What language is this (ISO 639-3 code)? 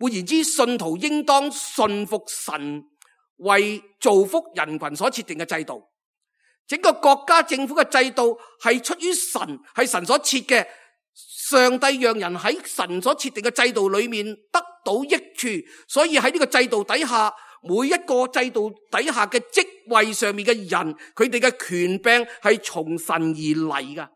yue